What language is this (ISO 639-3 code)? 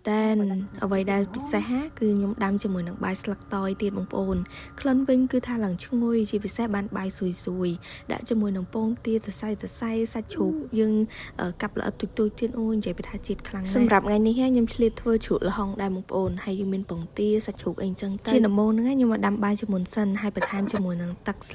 khm